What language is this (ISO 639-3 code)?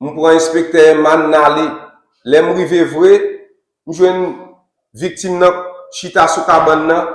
hat